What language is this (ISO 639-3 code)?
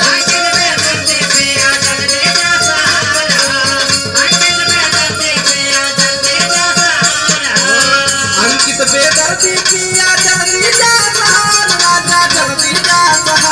bho